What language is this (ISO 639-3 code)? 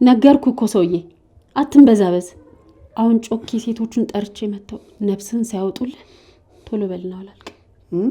amh